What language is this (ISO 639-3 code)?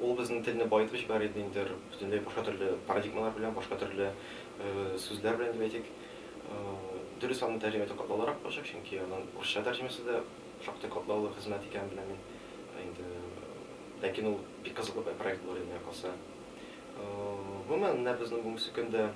tat